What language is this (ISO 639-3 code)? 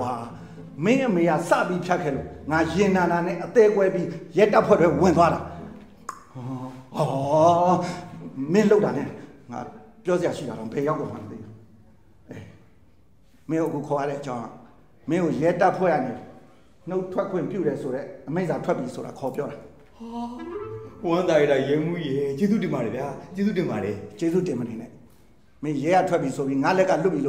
mya